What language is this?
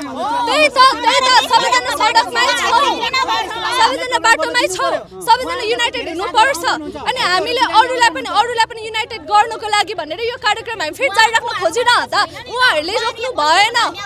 Nepali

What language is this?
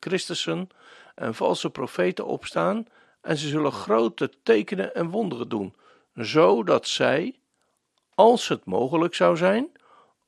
Dutch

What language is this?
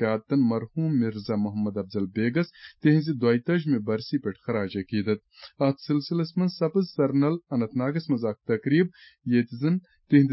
Kashmiri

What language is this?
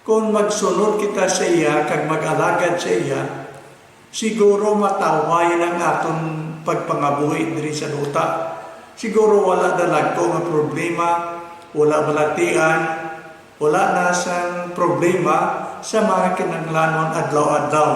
Hiligaynon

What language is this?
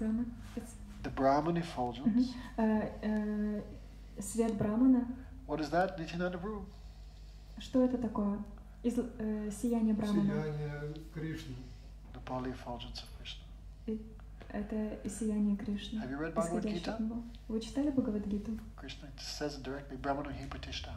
Russian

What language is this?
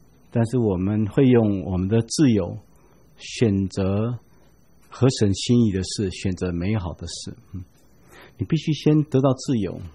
Chinese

